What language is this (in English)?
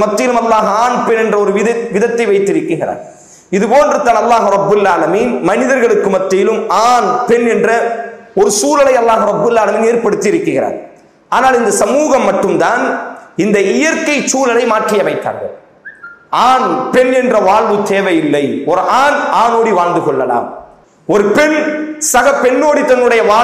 Tamil